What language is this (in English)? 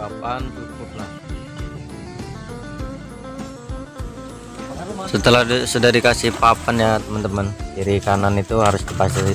Indonesian